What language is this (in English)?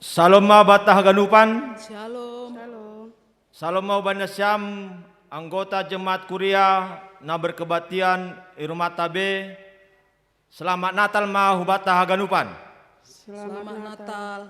Batak Simalungun